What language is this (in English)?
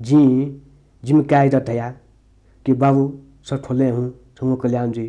Newari